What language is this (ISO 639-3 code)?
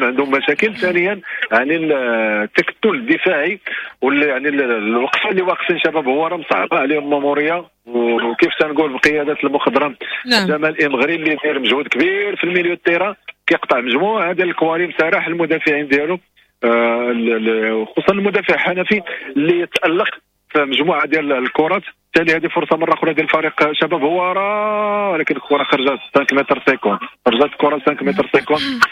ary